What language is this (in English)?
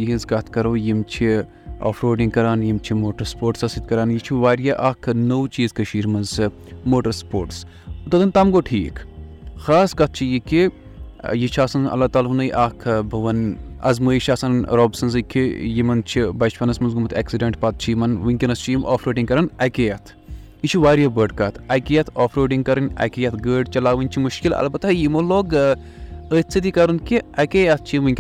Kashmiri